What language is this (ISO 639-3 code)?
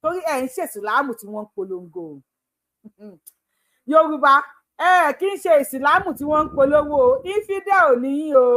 yor